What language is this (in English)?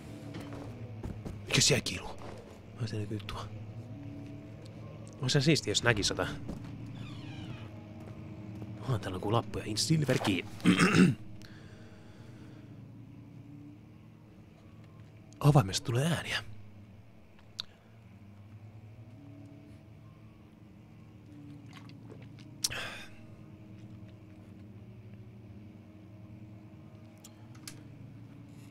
Finnish